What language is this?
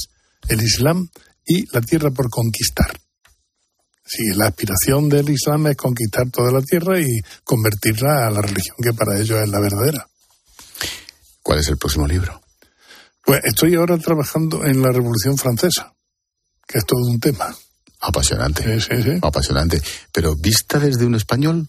Spanish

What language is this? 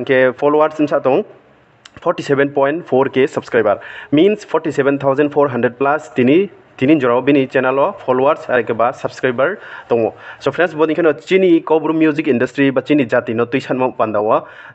Riang (India)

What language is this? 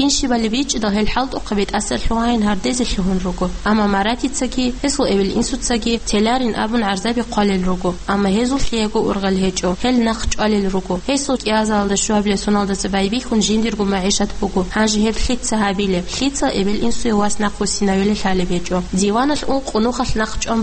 Avaric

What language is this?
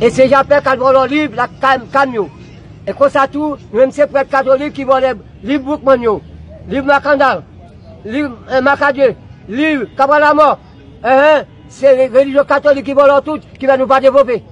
Haitian Creole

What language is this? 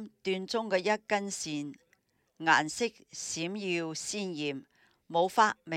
Cantonese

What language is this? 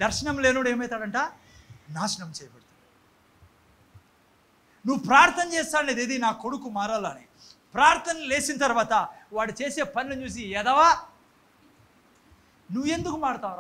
Telugu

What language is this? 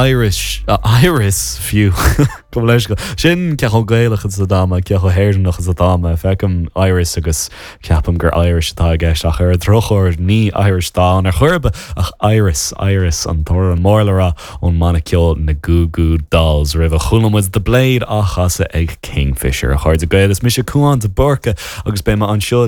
Irish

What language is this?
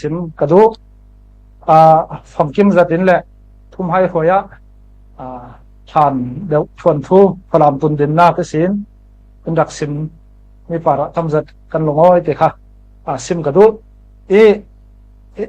Falam Chin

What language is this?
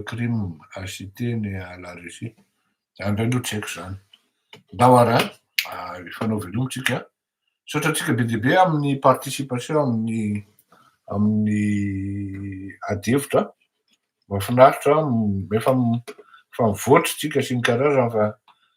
Malagasy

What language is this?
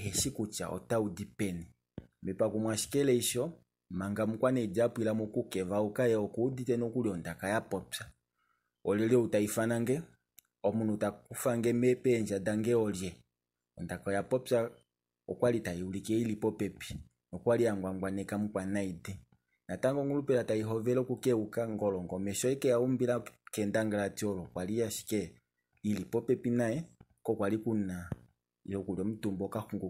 Kuanyama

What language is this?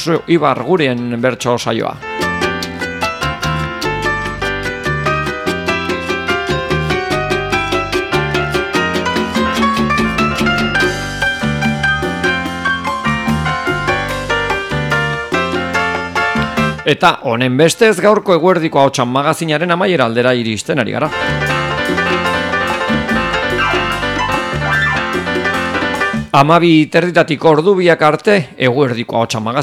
Basque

